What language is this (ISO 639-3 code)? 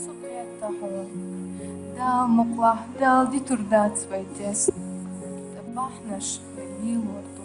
che